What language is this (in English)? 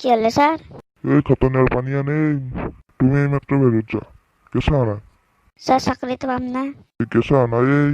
Assamese